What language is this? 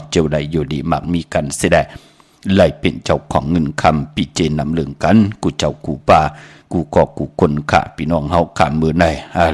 Shan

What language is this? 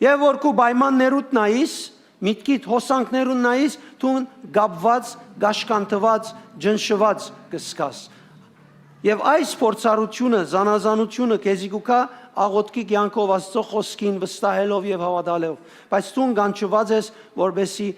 Western Armenian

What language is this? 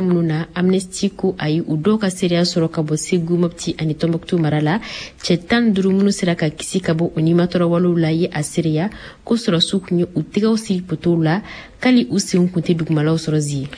Bambara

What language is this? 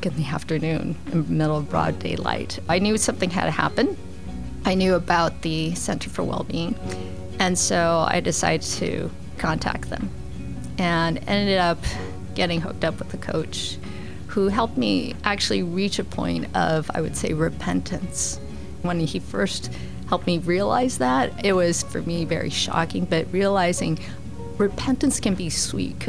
English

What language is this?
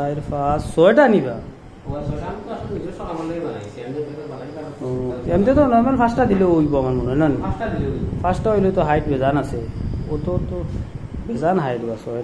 Sylheti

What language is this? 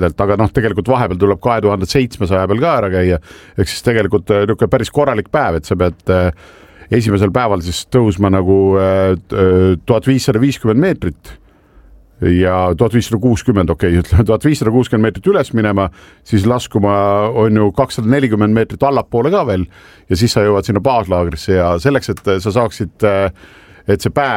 Estonian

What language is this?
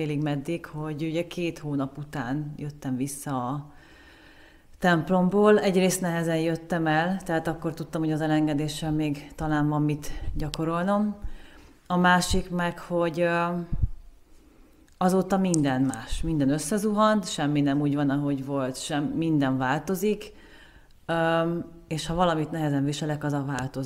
Hungarian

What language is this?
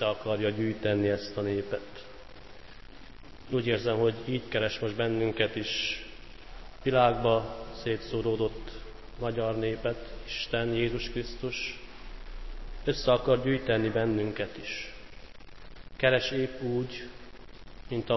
Hungarian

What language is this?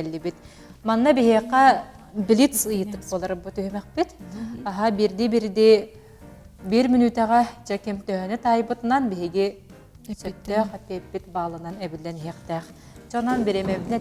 Yakut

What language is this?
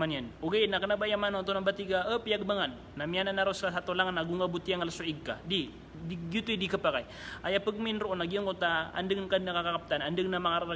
Maranao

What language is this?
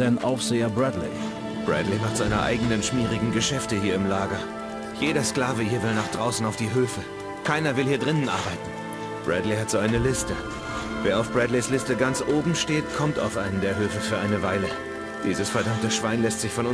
Bavarian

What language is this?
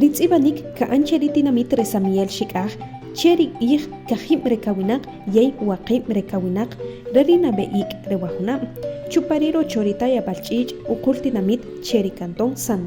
Achi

